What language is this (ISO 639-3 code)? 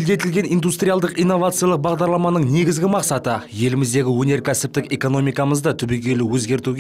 kaz